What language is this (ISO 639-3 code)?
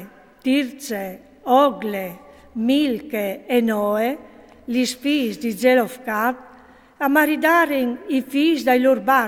fur